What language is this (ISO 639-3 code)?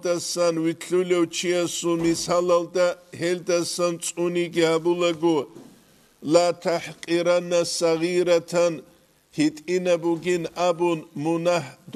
ava